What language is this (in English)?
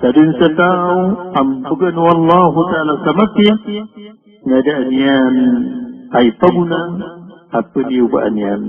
Maranao